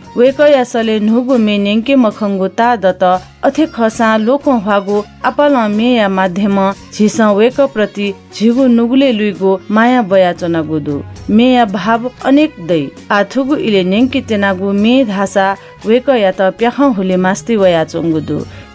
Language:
Newari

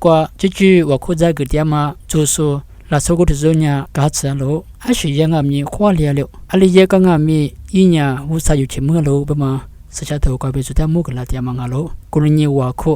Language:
Lisu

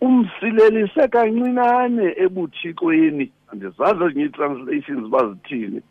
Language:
Xhosa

